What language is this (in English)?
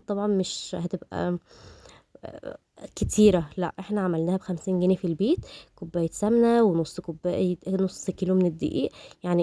Egyptian Arabic